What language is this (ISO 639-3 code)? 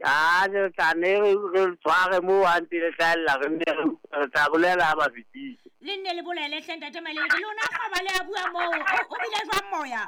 sot